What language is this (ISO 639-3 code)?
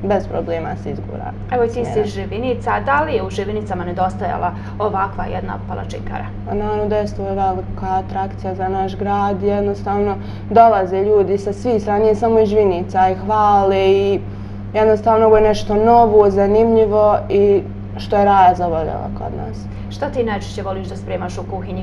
bos